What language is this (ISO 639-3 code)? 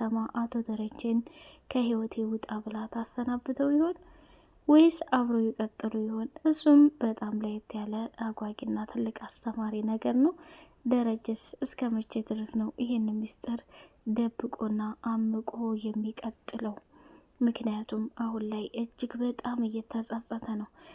amh